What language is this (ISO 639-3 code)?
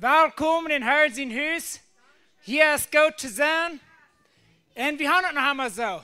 pdt